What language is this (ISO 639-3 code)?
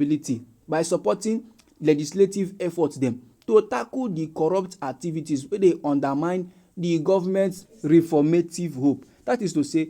pcm